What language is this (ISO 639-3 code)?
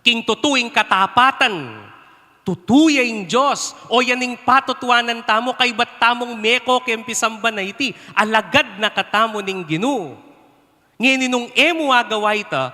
pam